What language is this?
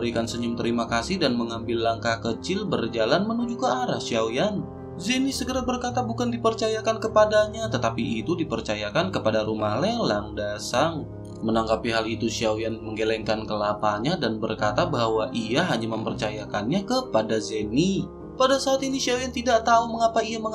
Indonesian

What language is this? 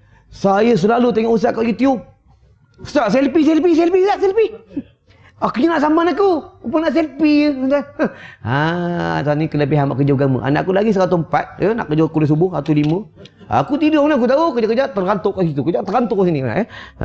Malay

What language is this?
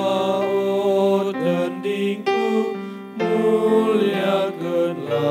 Batak Karo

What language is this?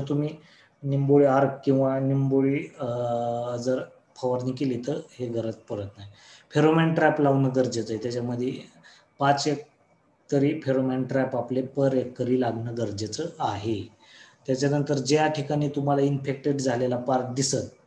Marathi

